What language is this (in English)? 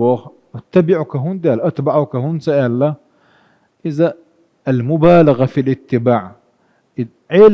Chechen